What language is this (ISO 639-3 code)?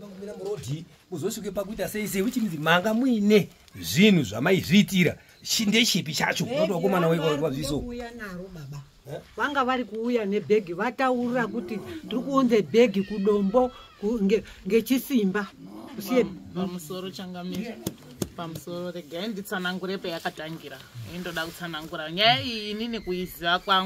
sna